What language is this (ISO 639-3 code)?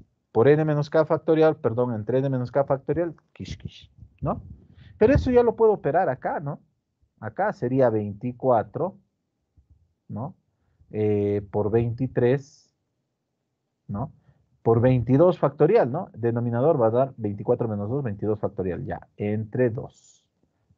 spa